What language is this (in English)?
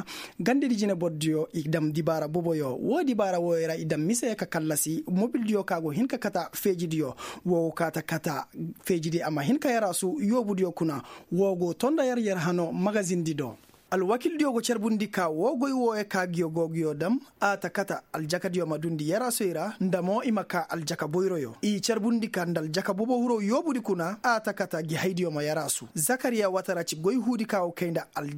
Koyraboro Senni